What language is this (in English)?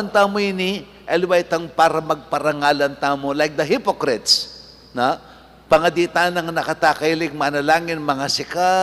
Pampanga